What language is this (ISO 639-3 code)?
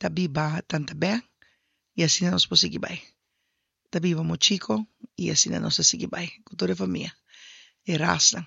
pap